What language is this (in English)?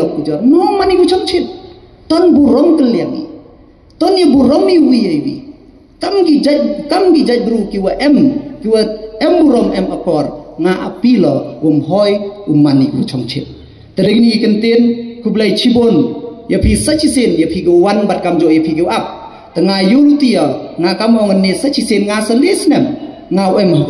Khasi